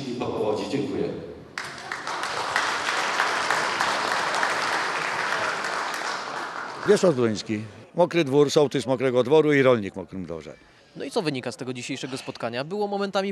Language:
Polish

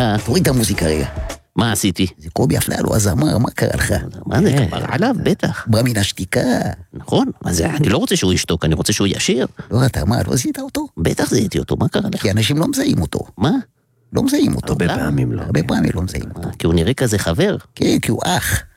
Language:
Hebrew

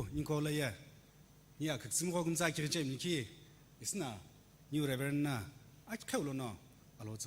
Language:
Sumi Naga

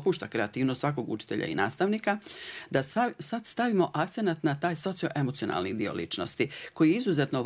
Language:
Bosnian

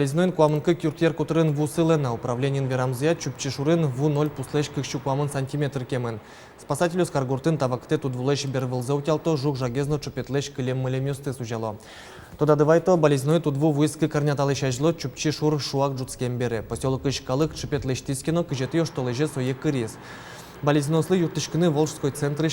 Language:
Udmurt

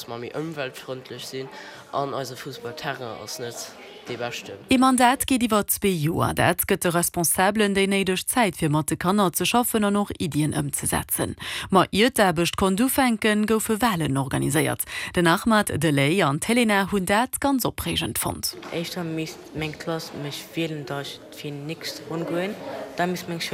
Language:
Luxembourgish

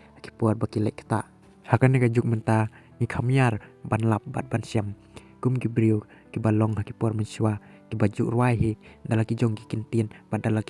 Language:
Khasi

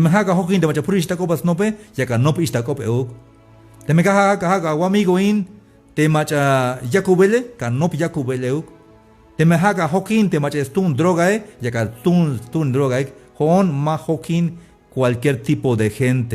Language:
Tzeltal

